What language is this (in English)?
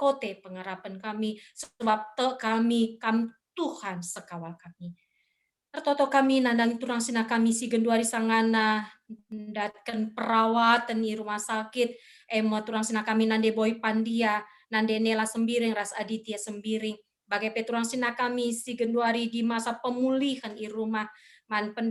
Batak Karo